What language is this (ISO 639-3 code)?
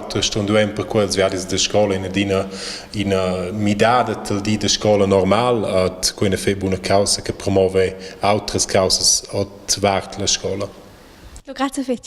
roh